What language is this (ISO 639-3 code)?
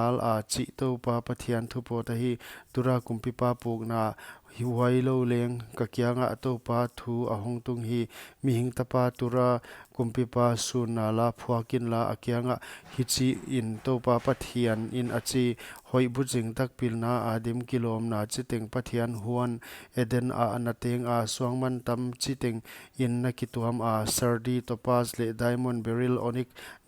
pck